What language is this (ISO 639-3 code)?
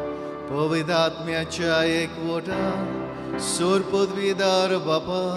kok